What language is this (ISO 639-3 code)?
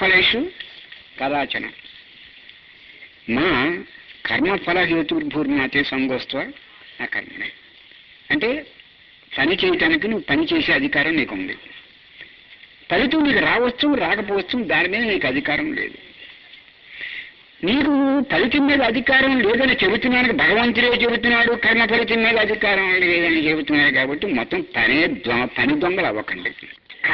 tel